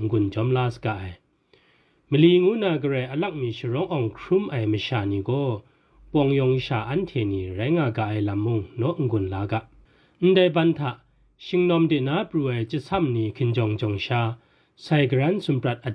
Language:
Kachin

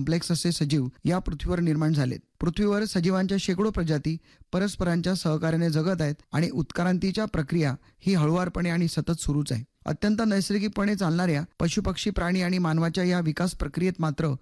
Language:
Marathi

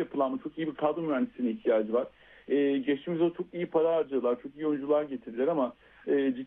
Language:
Turkish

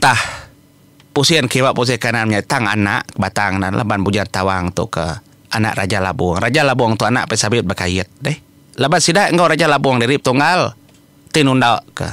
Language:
Iban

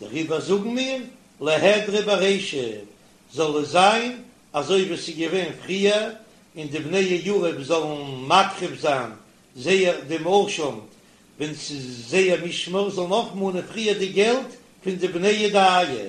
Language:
Yiddish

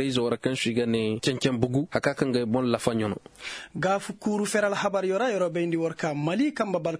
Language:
Koyraboro Senni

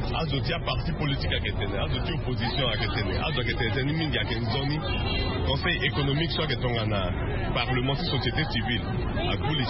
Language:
Sango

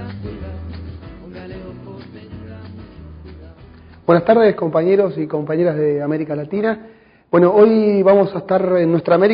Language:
Spanish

